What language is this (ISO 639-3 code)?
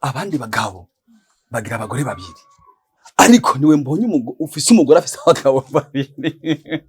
run